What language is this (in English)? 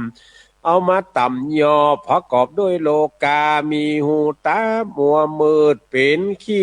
Northern Thai